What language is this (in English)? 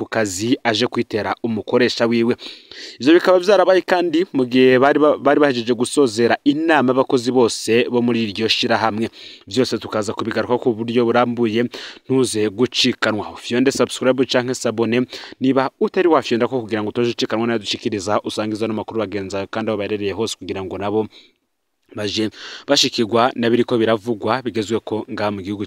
Rundi